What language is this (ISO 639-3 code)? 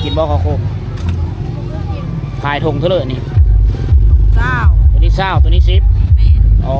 lao